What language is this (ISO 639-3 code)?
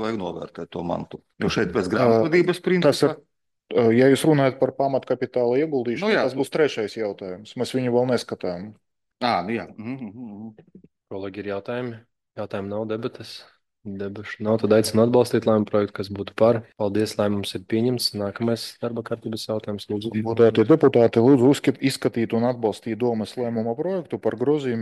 lav